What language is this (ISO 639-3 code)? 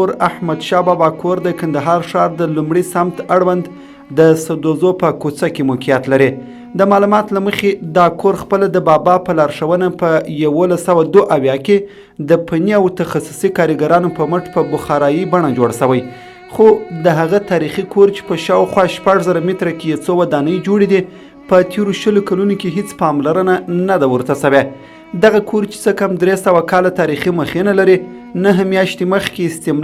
pus